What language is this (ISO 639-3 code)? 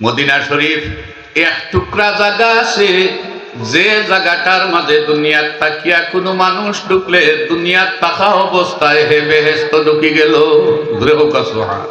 syl